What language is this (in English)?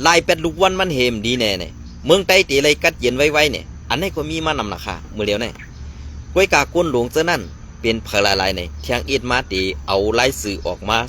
Shan